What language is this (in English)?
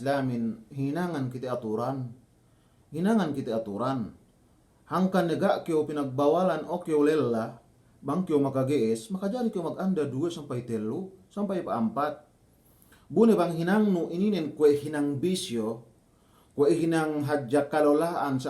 Yakan